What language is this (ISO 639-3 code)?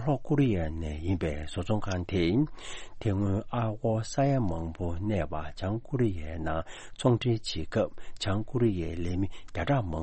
bod